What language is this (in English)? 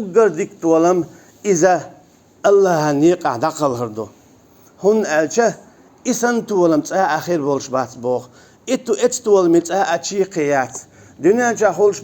Chechen